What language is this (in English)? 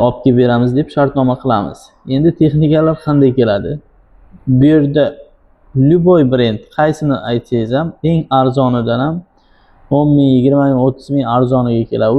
Uzbek